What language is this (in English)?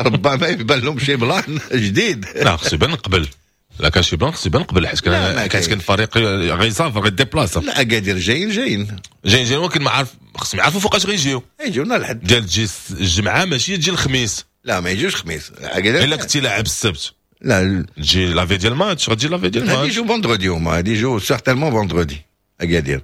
Moroccan Arabic